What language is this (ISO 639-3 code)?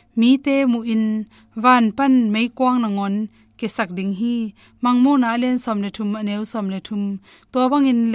ctd